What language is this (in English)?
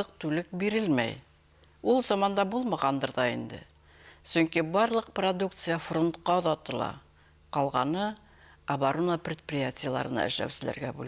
Bashkir